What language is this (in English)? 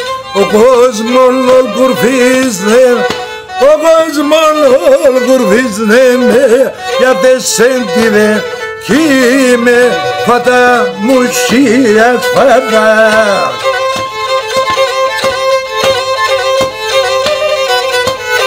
Greek